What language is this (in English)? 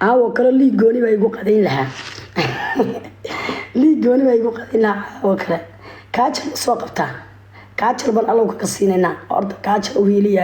Somali